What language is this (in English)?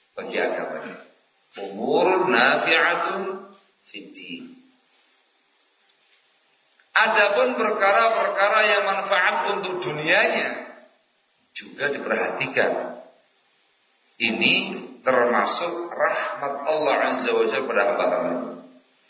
Indonesian